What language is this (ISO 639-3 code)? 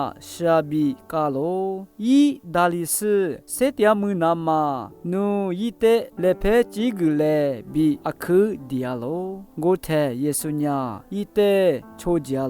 lis